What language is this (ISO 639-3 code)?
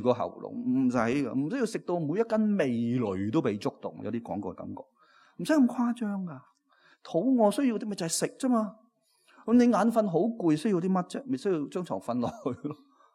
yue